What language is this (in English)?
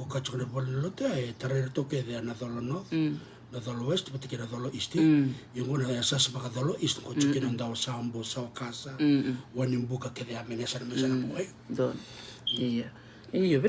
Fijian